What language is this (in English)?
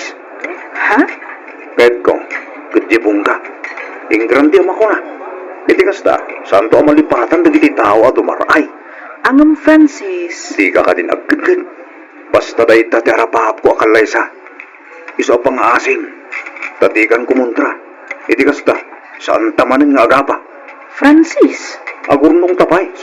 Iloko